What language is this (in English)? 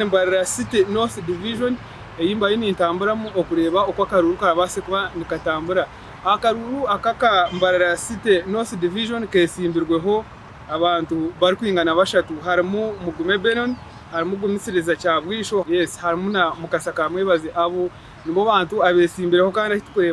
Nyankole